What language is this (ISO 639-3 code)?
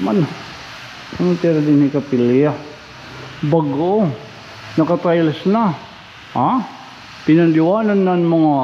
war